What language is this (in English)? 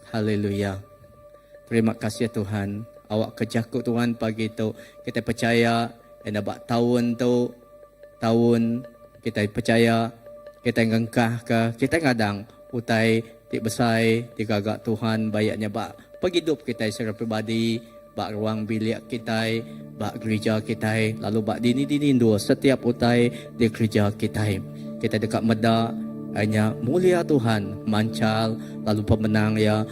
Iban